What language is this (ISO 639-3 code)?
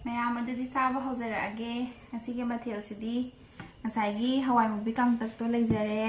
mni